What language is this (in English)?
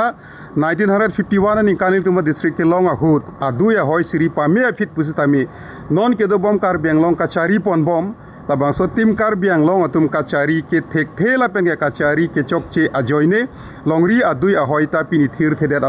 Karbi